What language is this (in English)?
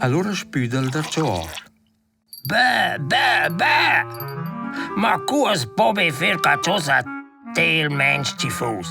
Romansh